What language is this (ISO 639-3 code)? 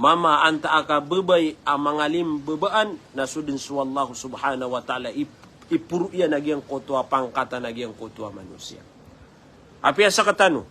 mrw